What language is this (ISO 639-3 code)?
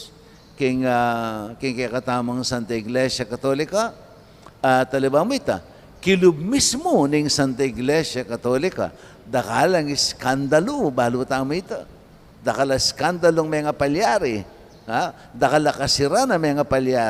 pam